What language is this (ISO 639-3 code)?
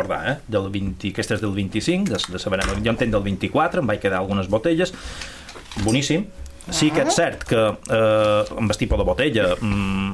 cat